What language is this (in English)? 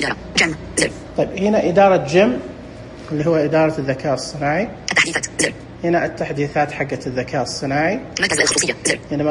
Najdi Arabic